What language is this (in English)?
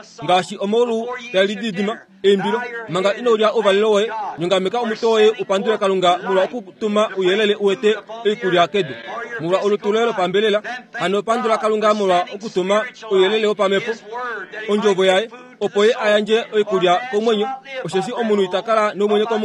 Kuanyama